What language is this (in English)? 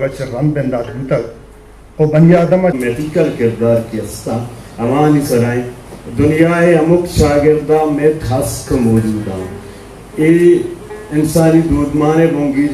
Eastern Balochi